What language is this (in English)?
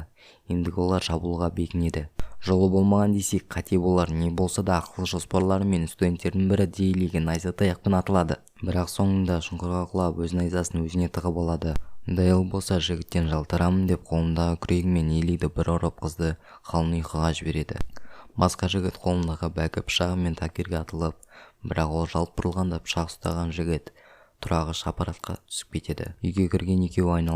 Kazakh